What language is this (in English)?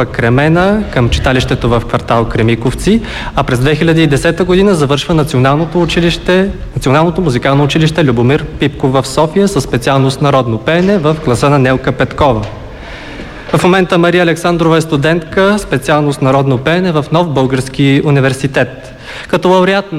Bulgarian